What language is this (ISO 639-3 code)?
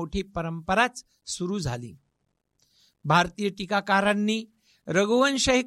mar